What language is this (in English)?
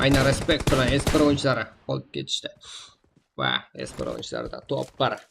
Kara-Kalpak